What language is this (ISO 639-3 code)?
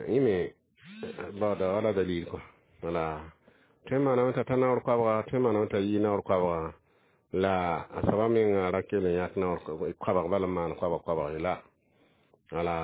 mos